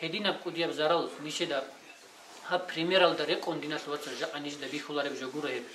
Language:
Avaric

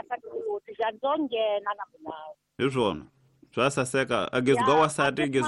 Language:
Tsonga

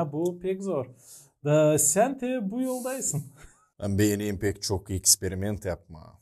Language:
Gagauz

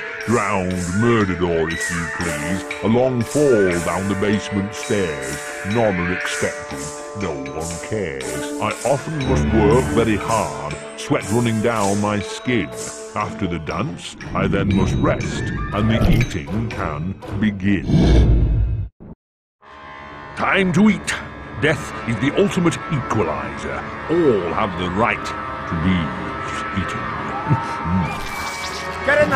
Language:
English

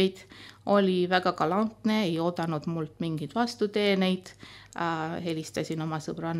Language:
Estonian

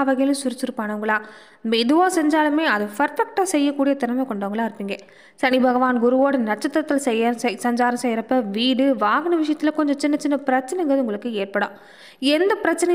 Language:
Tamil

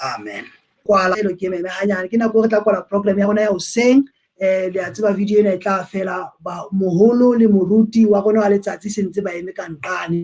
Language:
Southern Sotho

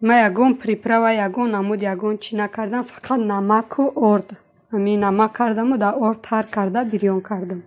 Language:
Tajik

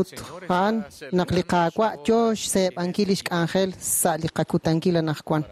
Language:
Kekchí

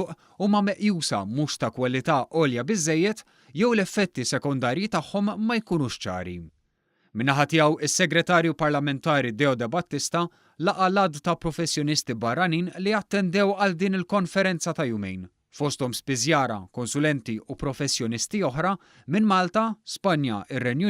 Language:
Maltese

